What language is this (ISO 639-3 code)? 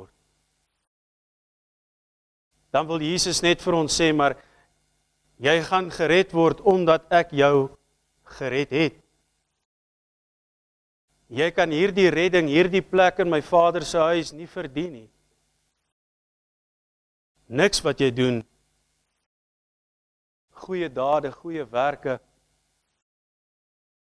afr